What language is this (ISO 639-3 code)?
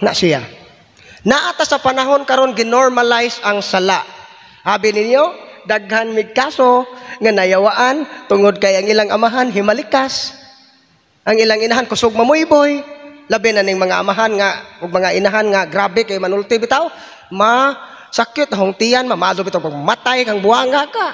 ceb